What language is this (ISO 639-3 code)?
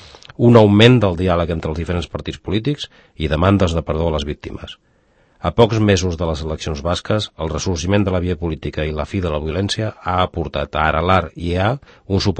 cat